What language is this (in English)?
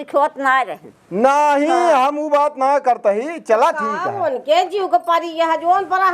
Awadhi